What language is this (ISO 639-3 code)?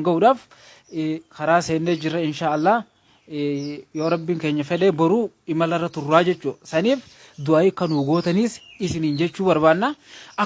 orm